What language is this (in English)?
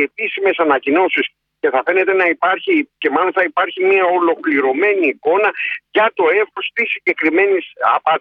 Greek